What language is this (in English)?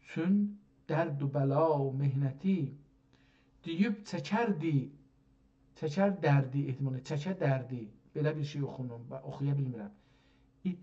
South Azerbaijani